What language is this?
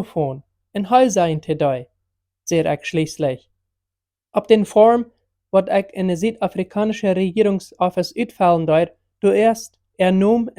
Plautdietsch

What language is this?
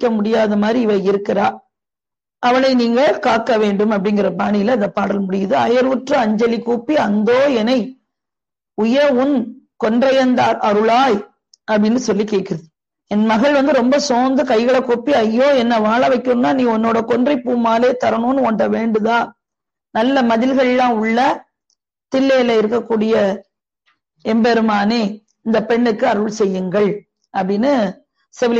Tamil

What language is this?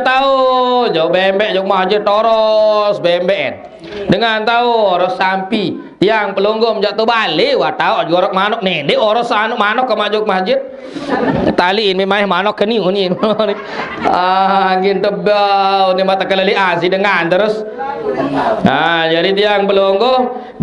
Sasak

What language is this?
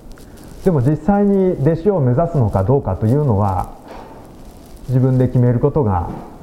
Japanese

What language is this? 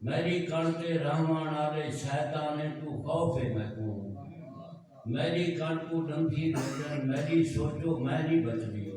Saraiki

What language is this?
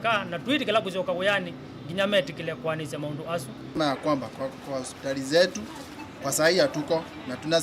Kamba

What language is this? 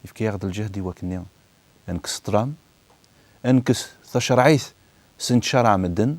Kabyle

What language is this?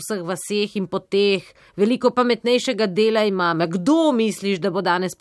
Slovenian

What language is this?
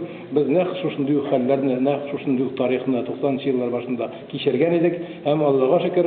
Tatar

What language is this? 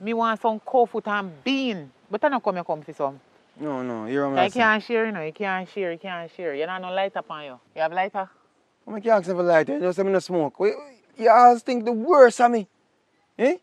Jamaican Creole English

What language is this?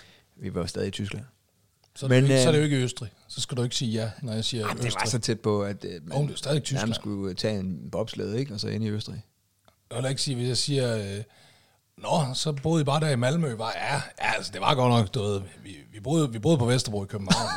Danish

